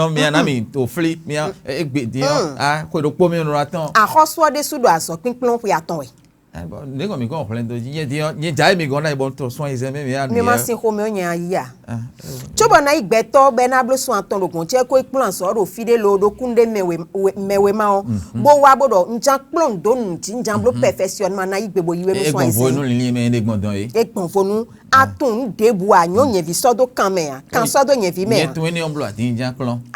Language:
Fon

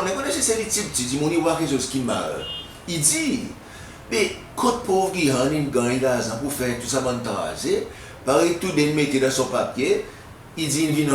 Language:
Seselwa Creole French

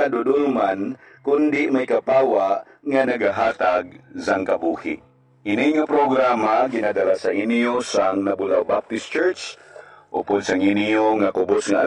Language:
Hiligaynon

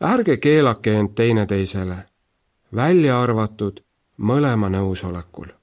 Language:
Estonian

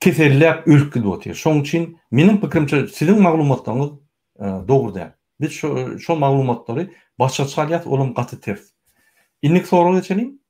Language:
Turkmen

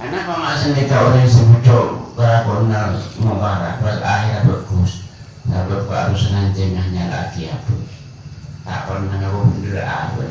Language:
Madurese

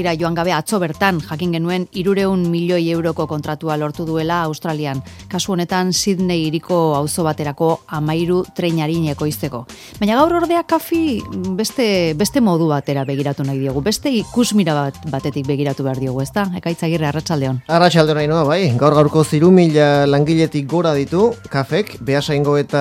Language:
Basque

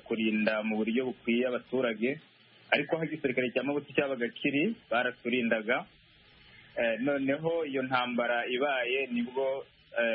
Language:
Kinyarwanda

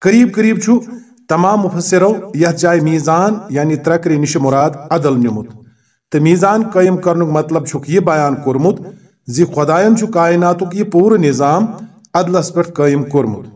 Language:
Kashmiri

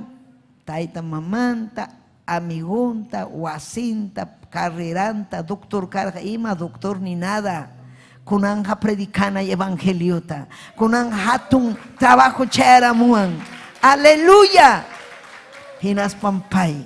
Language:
Ayacucho Quechua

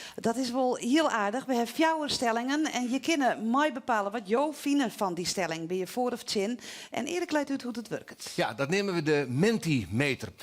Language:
Western Frisian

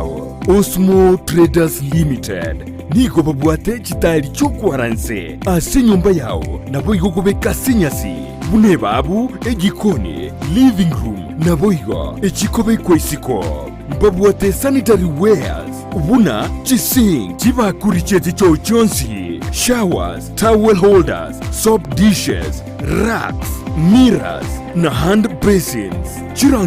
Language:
Gusii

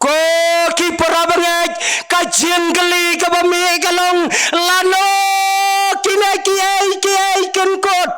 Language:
Khasi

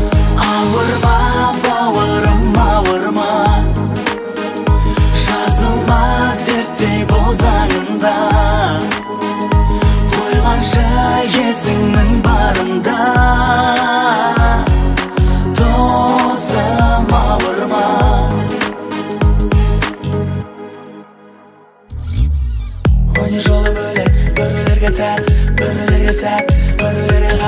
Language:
Kazakh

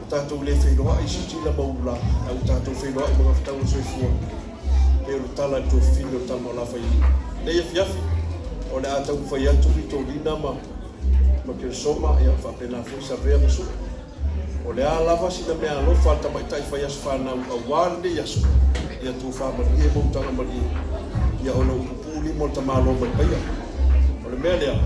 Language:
Samoan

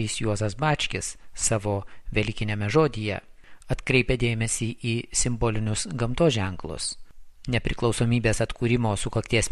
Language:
Lithuanian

